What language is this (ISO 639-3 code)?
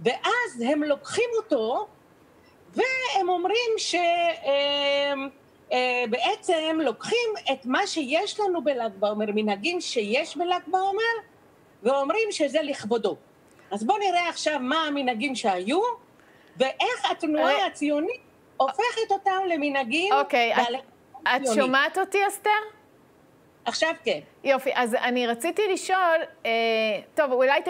heb